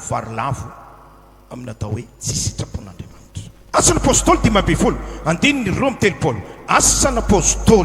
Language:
Malagasy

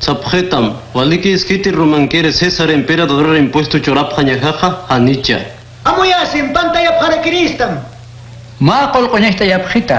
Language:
Aymara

